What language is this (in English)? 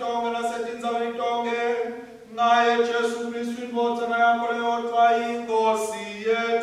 Swati